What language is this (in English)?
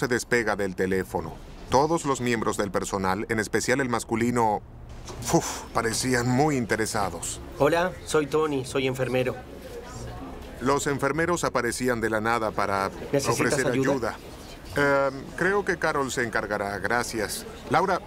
Spanish